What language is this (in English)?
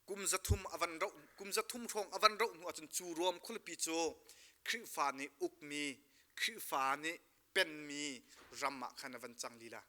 Hakha Chin